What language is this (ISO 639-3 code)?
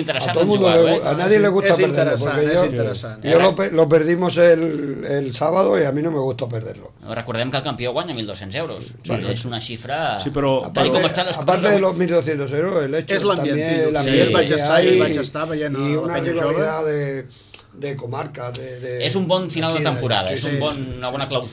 cat